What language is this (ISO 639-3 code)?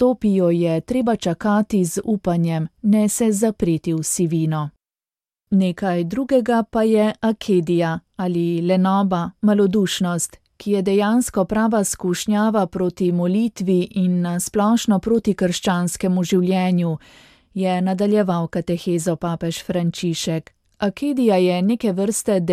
slv